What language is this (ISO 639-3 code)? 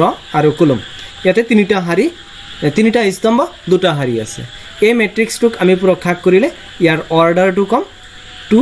asm